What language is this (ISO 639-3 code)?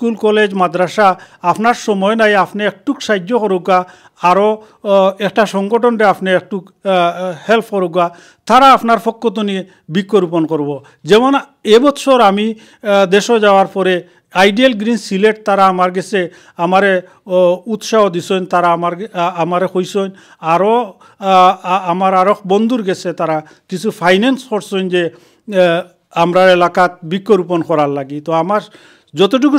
syl